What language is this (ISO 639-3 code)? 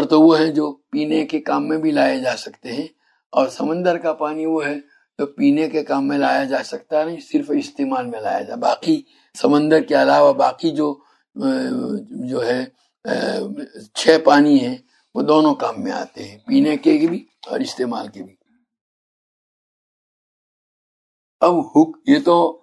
urd